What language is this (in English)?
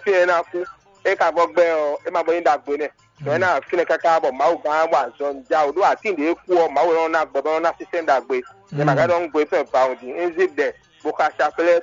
Fon